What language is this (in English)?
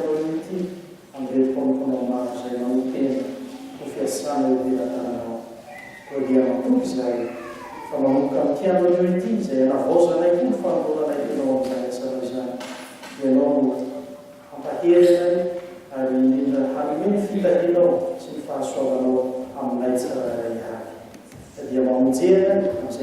Malagasy